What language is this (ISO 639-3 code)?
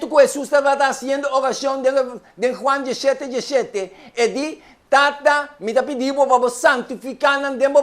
pap